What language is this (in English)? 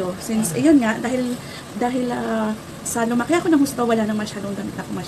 Filipino